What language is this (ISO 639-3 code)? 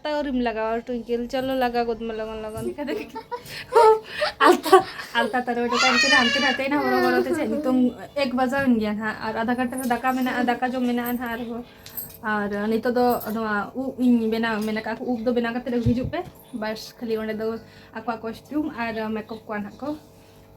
sat